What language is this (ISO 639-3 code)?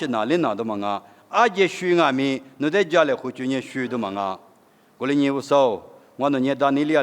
lis